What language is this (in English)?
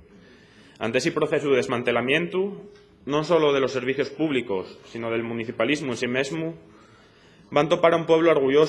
Asturian